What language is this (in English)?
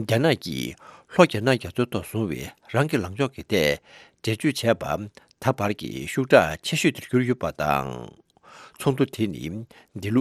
Tibetan